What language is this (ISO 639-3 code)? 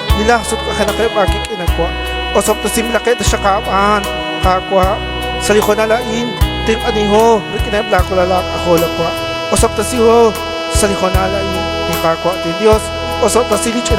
kek